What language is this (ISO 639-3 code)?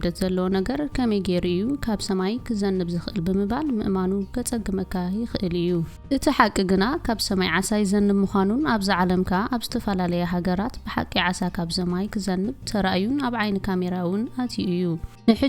tir